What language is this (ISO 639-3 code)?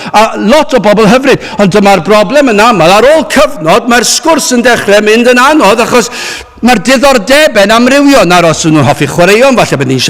cym